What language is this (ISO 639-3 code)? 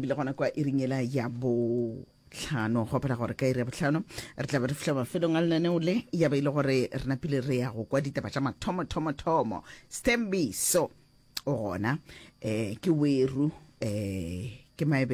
nso